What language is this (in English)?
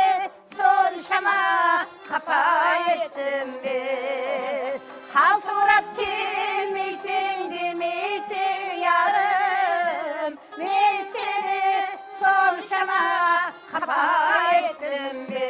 Kara-Kalpak